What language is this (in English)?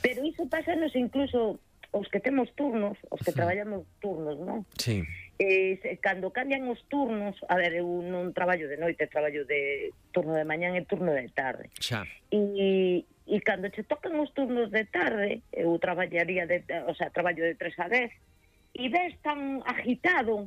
Galician